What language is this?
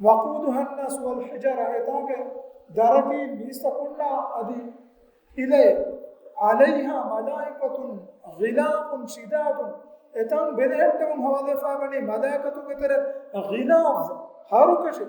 Divehi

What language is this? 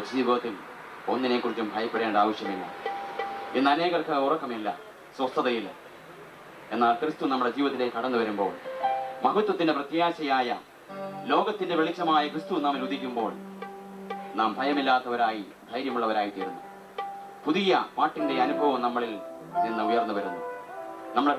Malayalam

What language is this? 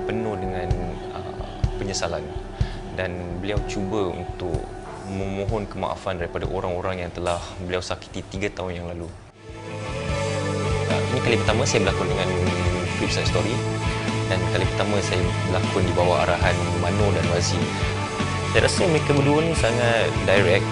Malay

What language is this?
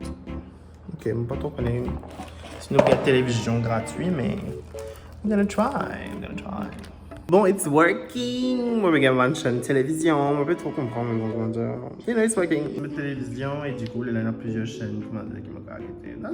Morisyen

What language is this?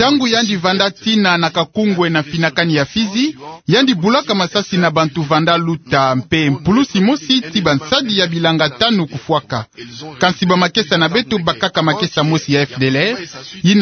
Kituba (Democratic Republic of Congo)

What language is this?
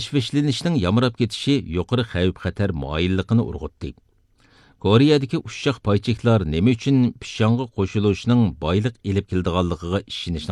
Uyghur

